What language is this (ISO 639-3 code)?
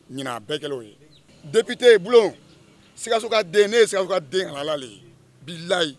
bam